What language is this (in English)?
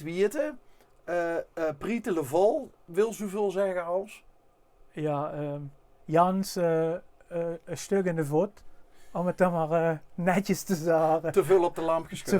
Limburgish